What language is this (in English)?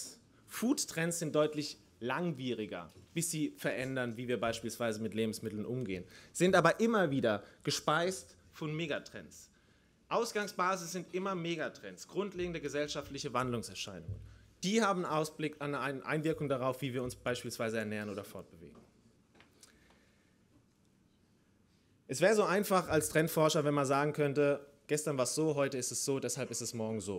German